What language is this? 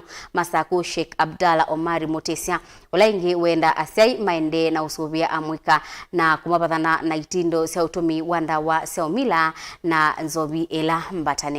Kamba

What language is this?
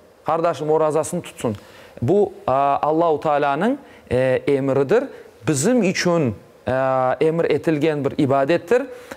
Crimean Tatar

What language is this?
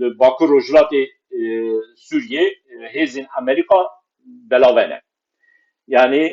Kurdish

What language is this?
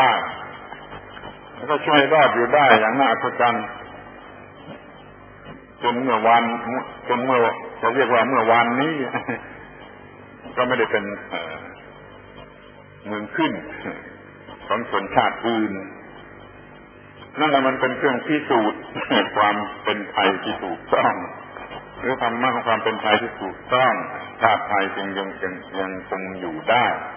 Thai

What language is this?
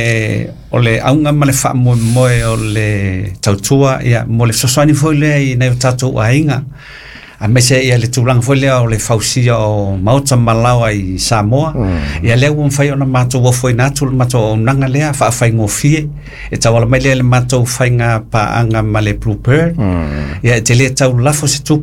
Samoan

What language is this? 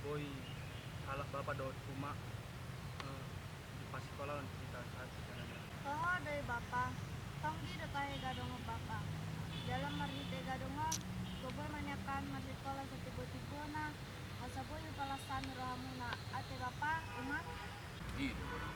Batak Toba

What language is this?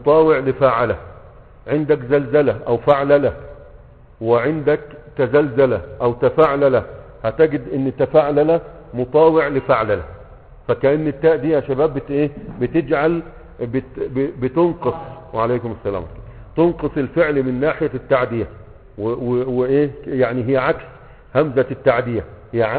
Egyptian Arabic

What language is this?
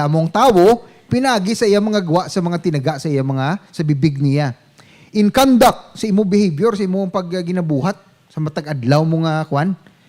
Hiligaynon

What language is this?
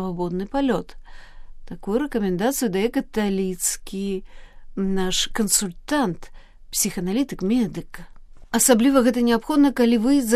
Belarusian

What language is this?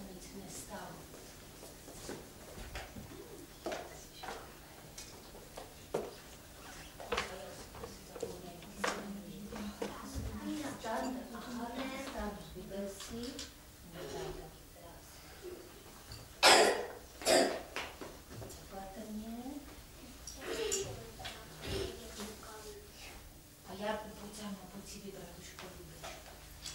Czech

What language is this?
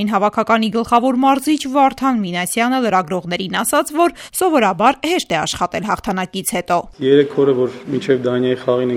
Armenian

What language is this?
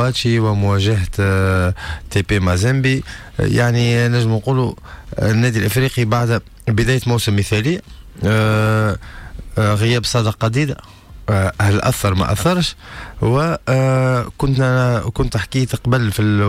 Tunisian Arabic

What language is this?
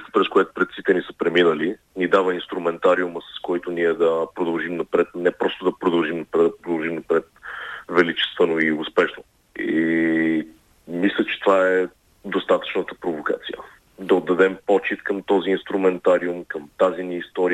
Bulgarian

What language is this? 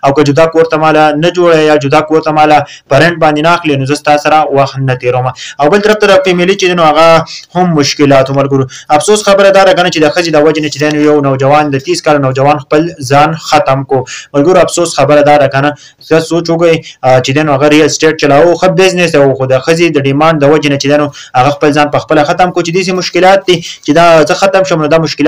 Pashto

